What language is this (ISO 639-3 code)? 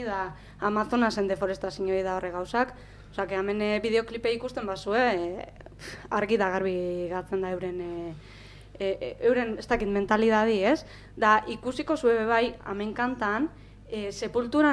eus